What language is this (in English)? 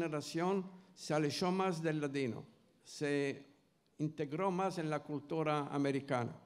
Ladino